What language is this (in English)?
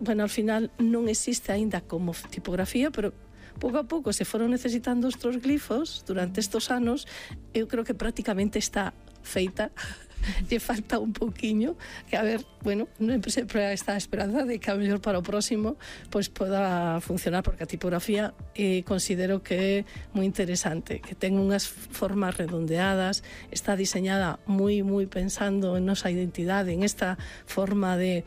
Galician